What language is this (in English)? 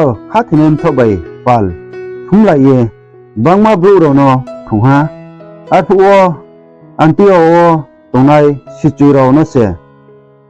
Riang (India)